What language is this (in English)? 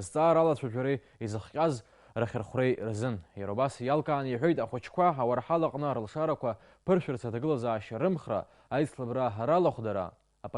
Abkhazian